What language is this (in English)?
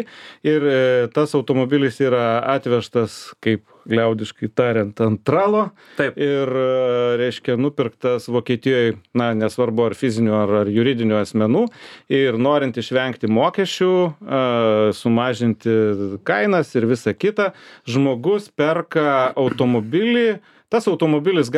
Lithuanian